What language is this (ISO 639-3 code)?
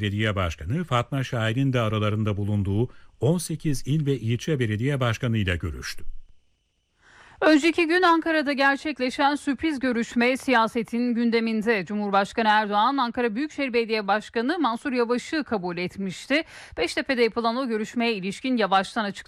tur